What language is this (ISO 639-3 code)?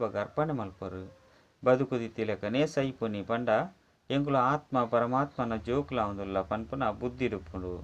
tcy